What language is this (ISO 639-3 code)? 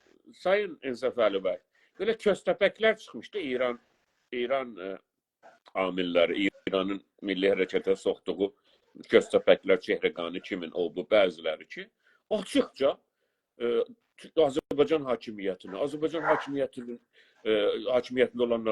azb